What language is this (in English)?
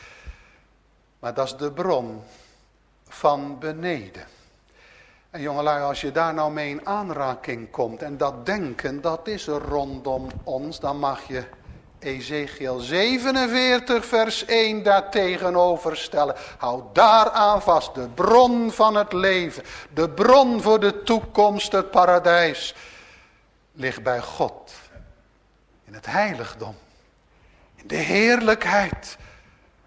Dutch